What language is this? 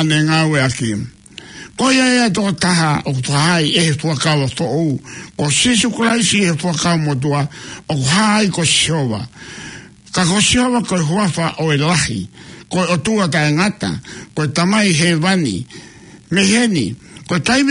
Tongan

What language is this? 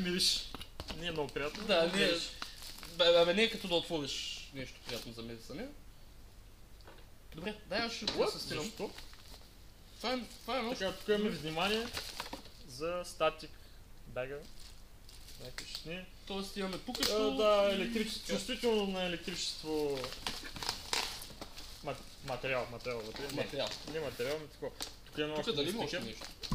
Bulgarian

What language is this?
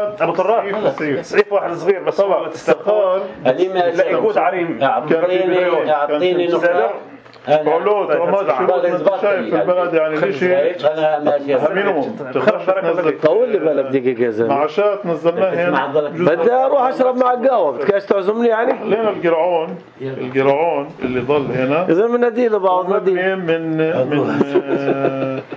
North Levantine Arabic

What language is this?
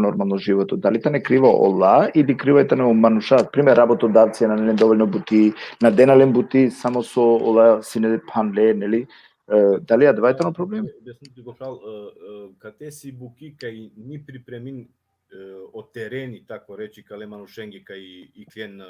Balkan Romani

